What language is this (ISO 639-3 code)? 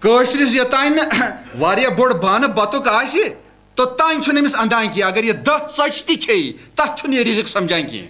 kas